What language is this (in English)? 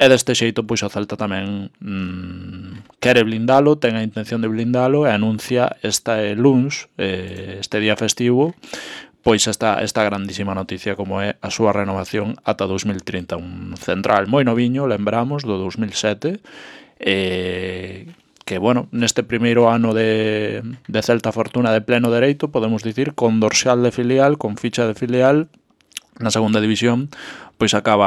Galician